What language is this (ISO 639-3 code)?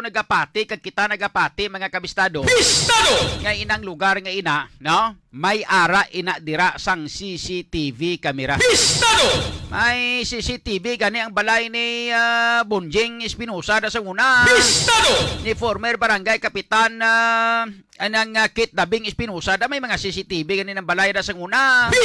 hil